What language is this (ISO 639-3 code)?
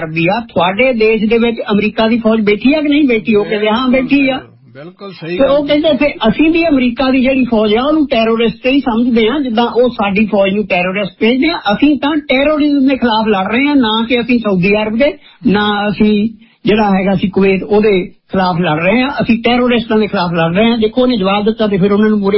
pan